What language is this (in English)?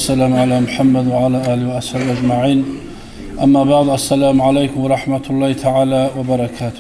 Kumyk